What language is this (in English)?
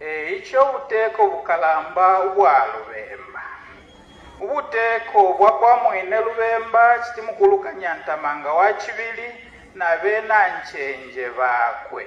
Bemba